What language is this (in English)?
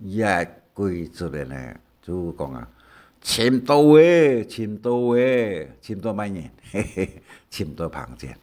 Hakka Chinese